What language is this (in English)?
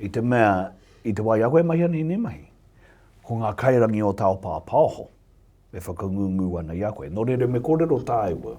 Māori